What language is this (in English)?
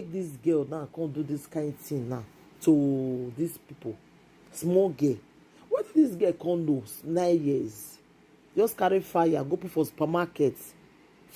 Nigerian Pidgin